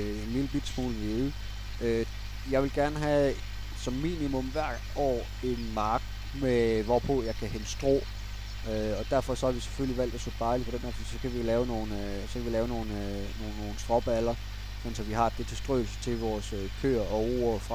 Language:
Danish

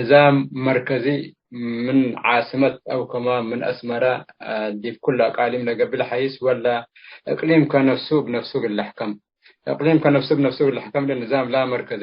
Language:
Tigre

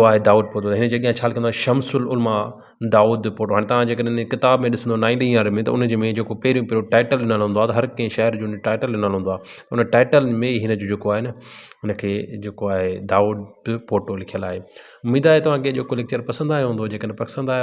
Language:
Sindhi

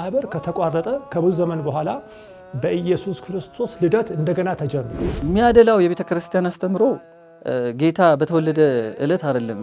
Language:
Amharic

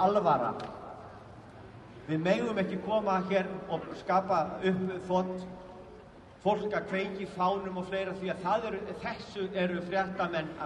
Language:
Icelandic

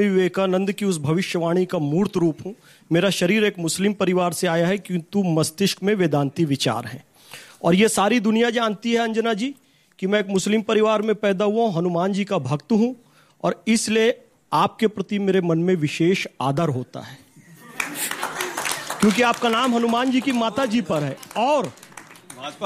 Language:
Hindi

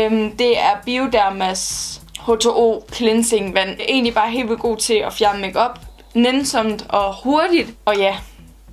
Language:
Danish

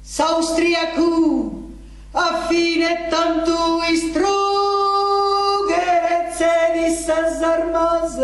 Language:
Sardinian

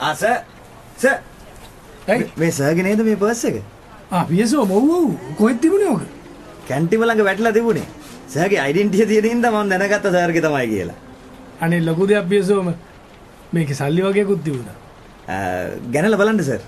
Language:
Sinhala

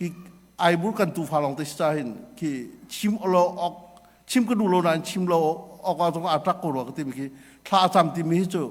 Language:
Hakha Chin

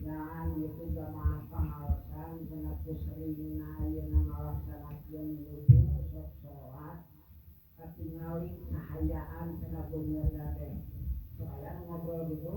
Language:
Sundanese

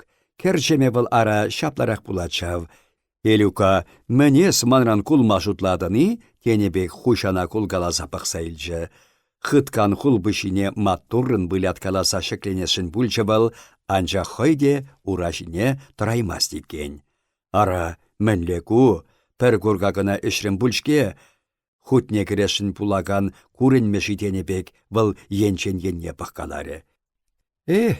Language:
Chuvash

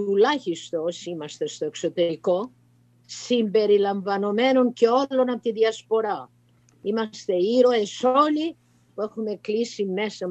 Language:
Greek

